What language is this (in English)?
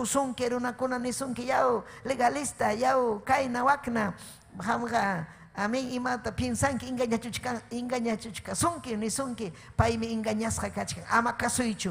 Ayacucho Quechua